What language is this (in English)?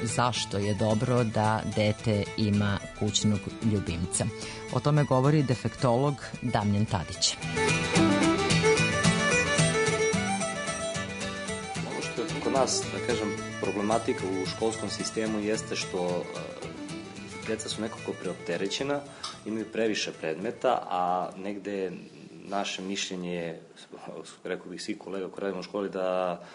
Serbian